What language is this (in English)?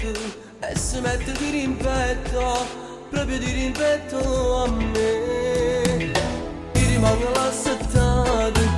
Neapolitan